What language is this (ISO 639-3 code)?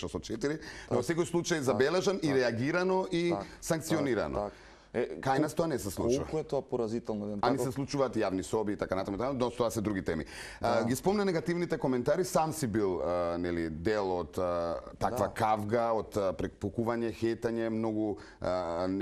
mkd